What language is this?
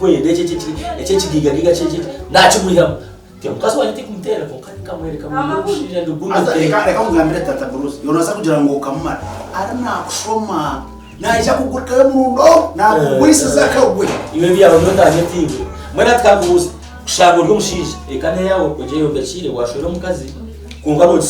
Nyankole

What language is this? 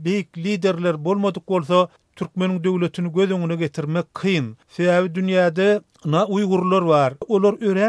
Turkmen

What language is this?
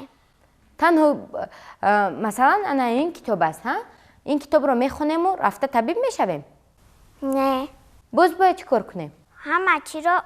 Tajik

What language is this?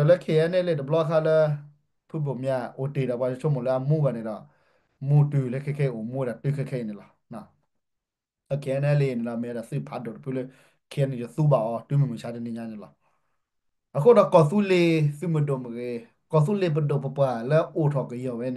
S'gaw Karen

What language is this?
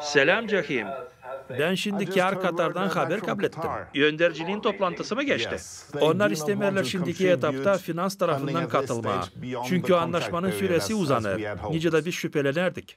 Gagauz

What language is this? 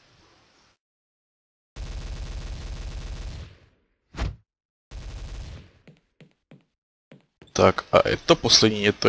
Czech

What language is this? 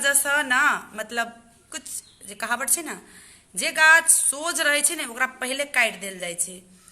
Maithili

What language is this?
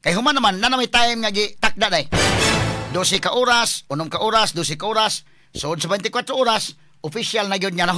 Cebuano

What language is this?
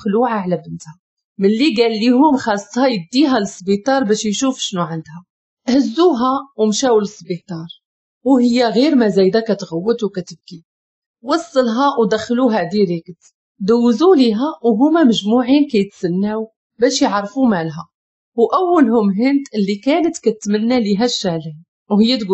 Moroccan Arabic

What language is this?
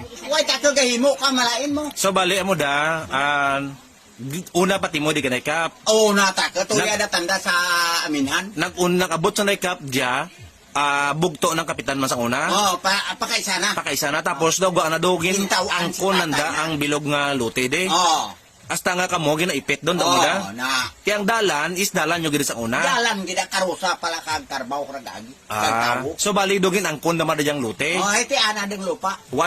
Hiligaynon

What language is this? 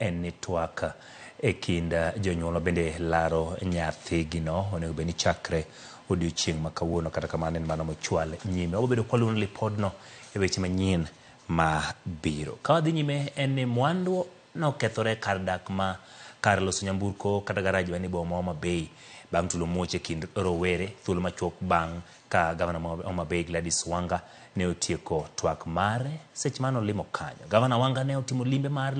Luo (Kenya and Tanzania)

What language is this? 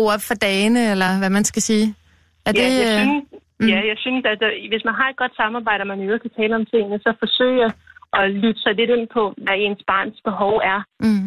Danish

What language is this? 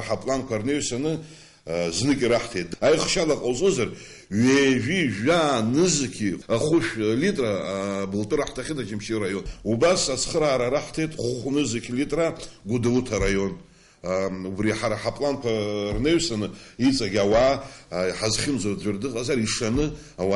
Abkhazian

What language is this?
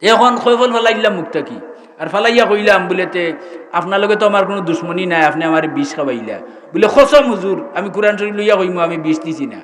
Sylheti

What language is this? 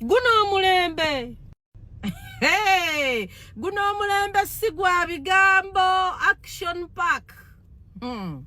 Ganda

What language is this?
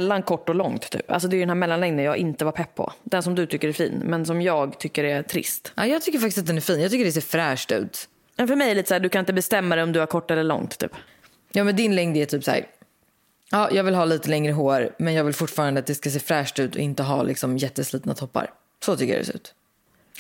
Swedish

